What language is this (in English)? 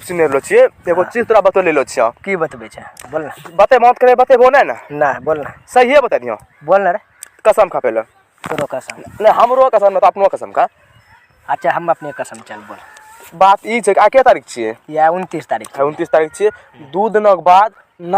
Maithili